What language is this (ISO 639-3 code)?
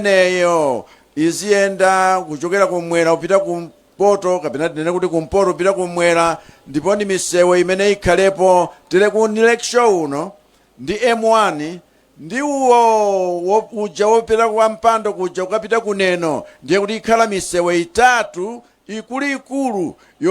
nya